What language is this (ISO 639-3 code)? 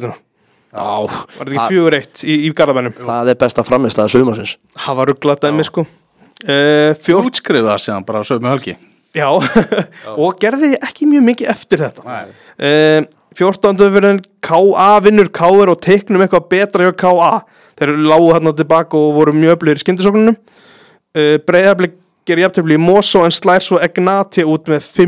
isl